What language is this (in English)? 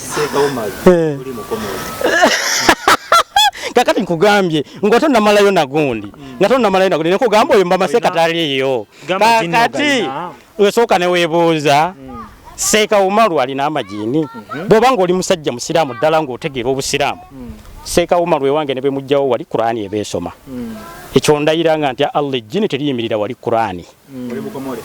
Ganda